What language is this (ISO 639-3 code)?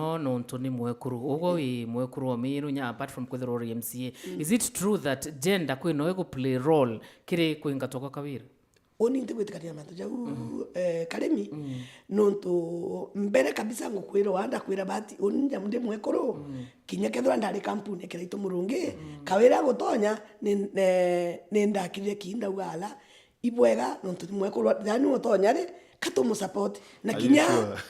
mer